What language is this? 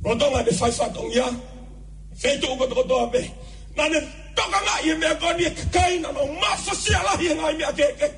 Tongan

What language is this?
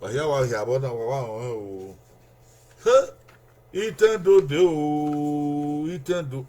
Bini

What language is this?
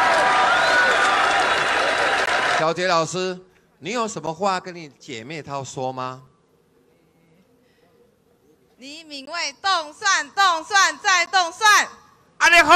Chinese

